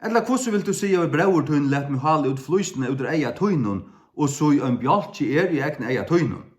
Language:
Faroese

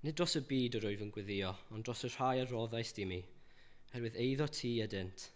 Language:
Welsh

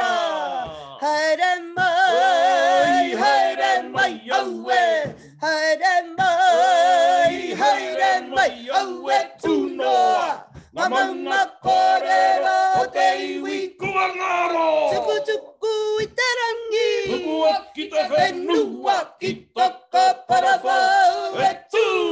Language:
Māori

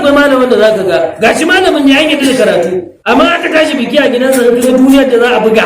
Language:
Hausa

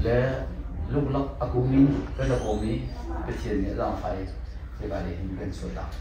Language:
Hakha Chin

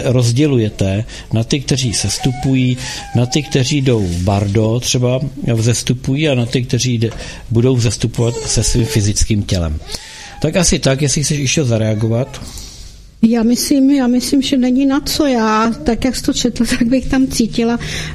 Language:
Czech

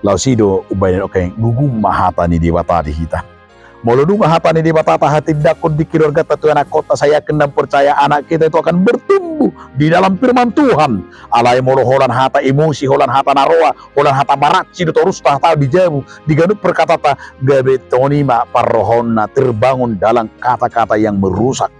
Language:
Batak Toba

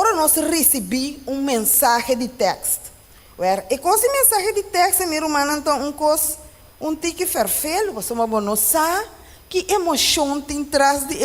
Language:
Papiamento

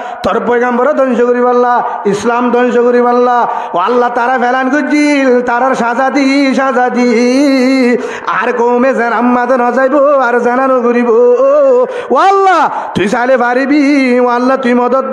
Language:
Rohingya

